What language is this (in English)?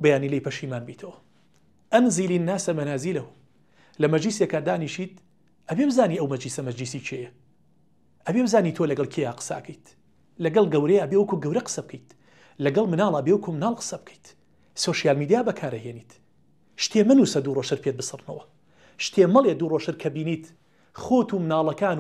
Central Kurdish